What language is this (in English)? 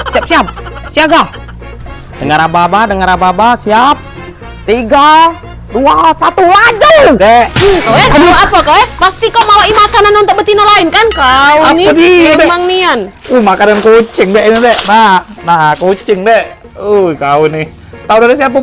Musi